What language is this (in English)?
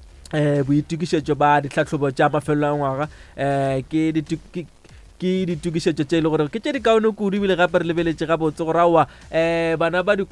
Northern Sotho